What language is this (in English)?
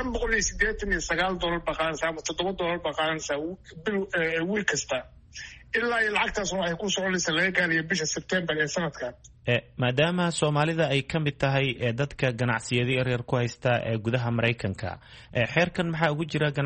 Somali